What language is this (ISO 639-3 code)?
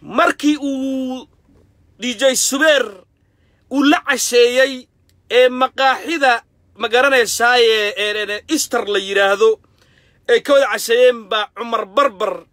som